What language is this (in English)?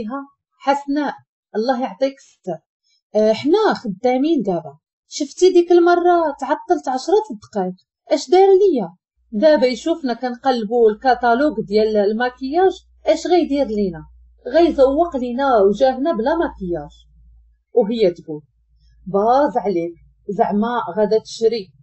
Moroccan Arabic